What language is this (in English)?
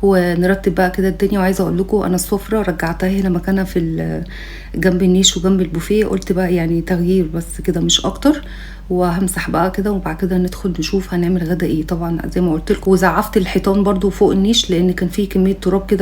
Egyptian Arabic